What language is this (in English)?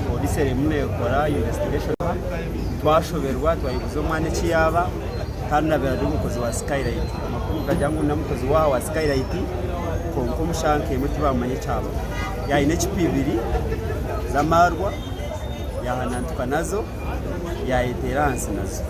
Nyankole